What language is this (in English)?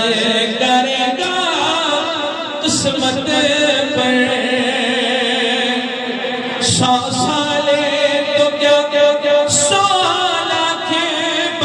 Urdu